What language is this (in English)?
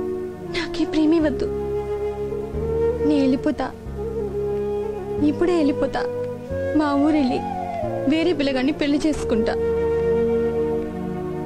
Telugu